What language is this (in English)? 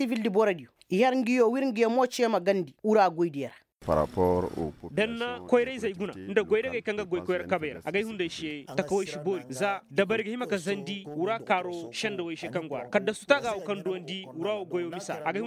Koyraboro Senni